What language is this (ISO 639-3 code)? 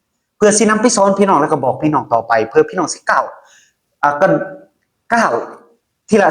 lao